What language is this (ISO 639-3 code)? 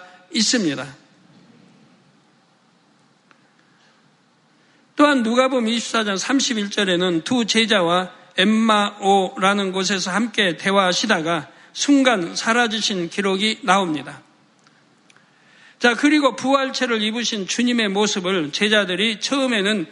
kor